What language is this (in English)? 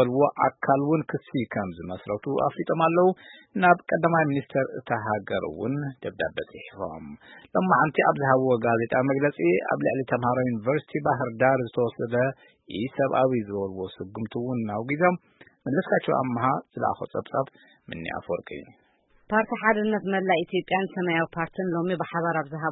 Tigrinya